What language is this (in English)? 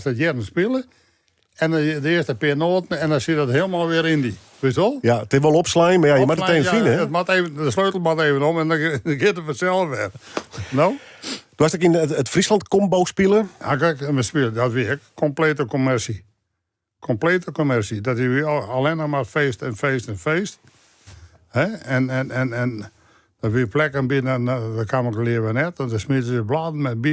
Western Frisian